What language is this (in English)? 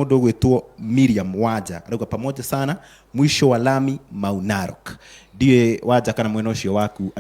Kikuyu